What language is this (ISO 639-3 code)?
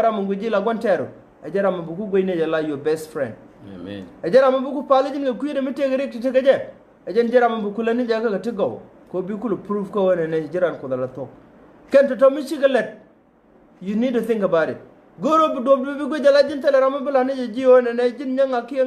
nus